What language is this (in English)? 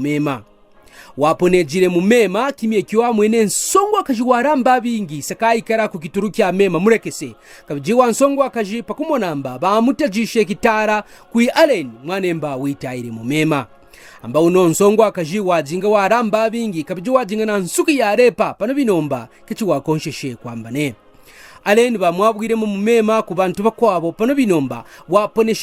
Kaonde